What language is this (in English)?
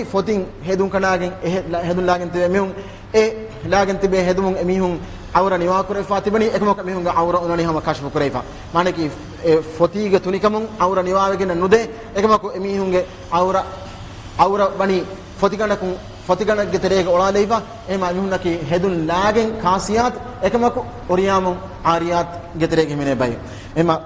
Divehi